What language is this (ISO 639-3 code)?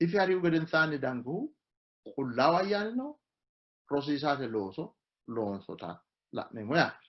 sid